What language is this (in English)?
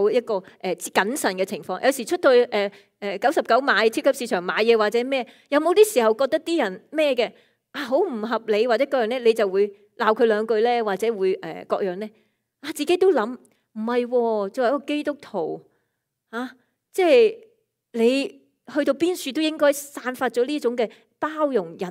Cantonese